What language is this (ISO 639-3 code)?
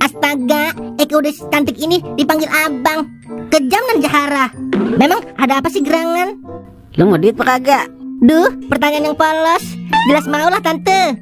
bew